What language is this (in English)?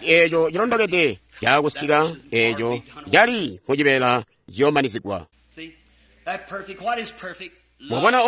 Tonga (Zambia)